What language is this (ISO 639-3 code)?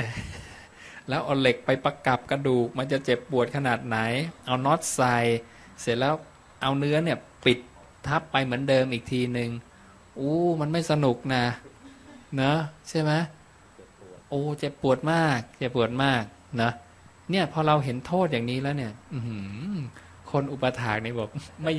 tha